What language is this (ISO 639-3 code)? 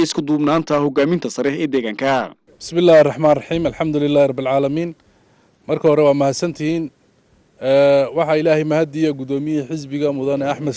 som